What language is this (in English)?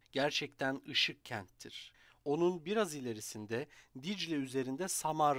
Turkish